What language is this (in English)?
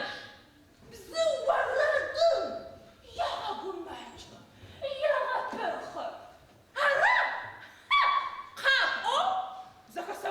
Adyghe